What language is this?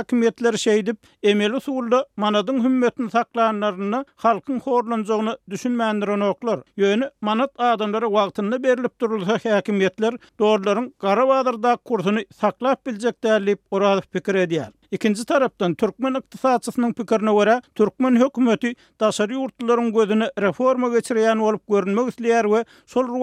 Turkmen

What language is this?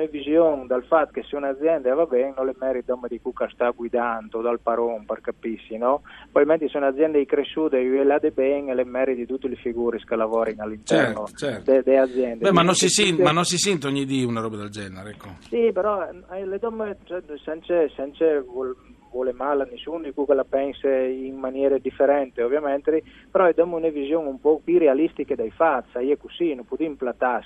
Friulian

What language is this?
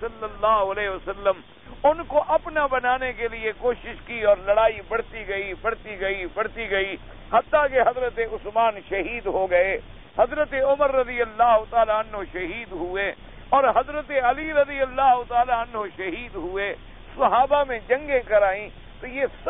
Urdu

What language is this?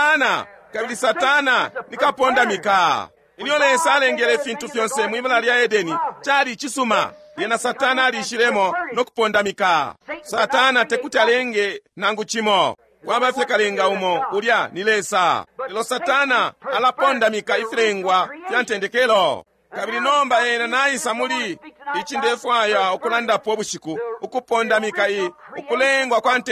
Bemba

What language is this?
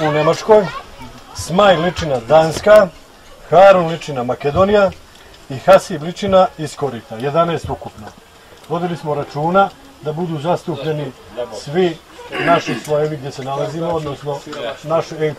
Bosnian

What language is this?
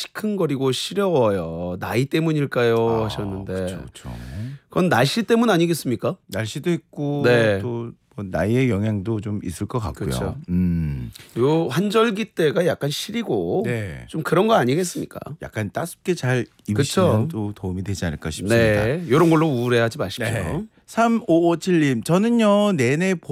Korean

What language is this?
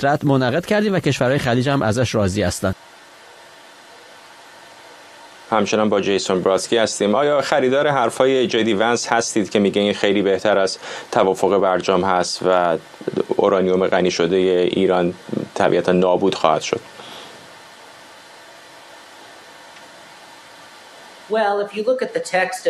Persian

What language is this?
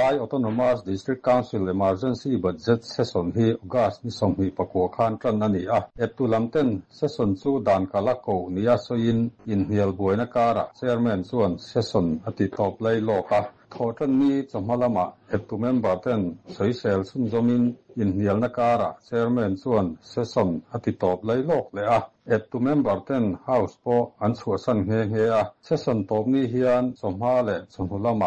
Mizo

